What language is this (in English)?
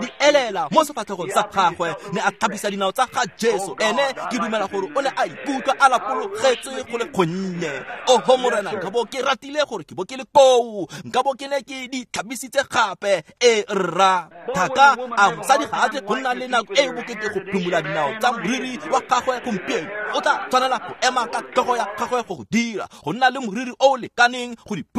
Tswana